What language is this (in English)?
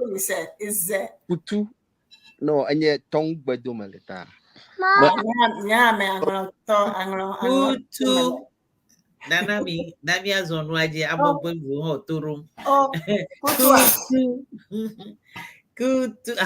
Ewe